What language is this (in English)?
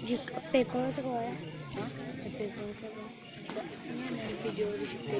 Minangkabau